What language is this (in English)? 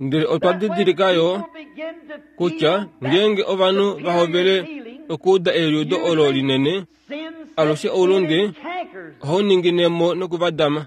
Kuanyama